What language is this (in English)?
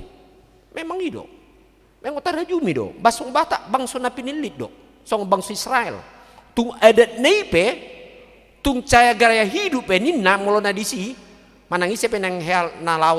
Batak Toba